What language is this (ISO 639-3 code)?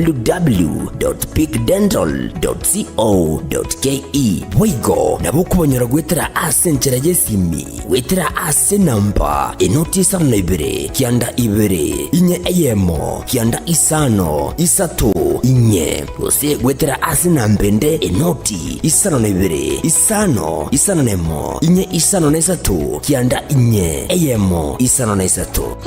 guz